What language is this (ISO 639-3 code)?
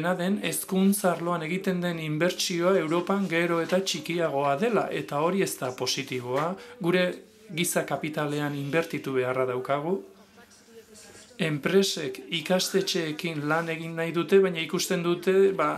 eus